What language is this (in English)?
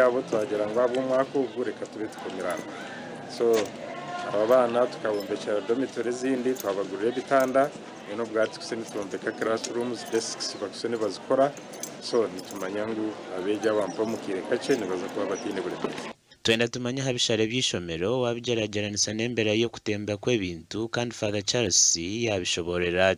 Nyankole